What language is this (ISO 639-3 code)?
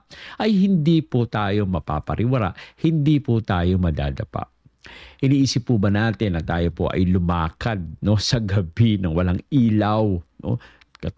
fil